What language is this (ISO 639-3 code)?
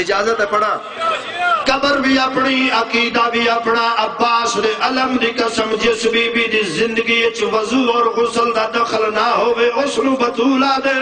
skr